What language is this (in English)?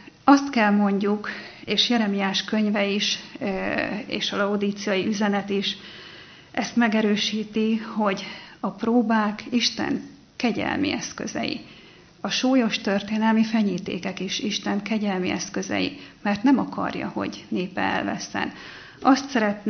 Hungarian